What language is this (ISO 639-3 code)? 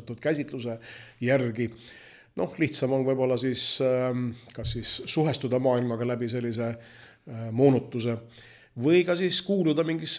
est